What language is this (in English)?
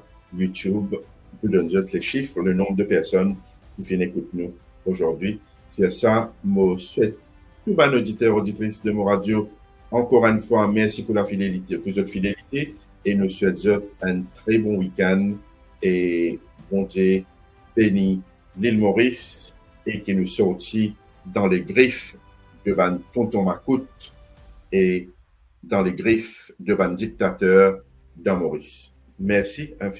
Morisyen